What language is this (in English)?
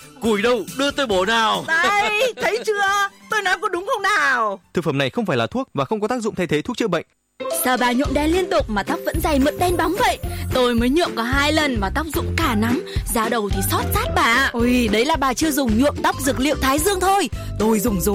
Vietnamese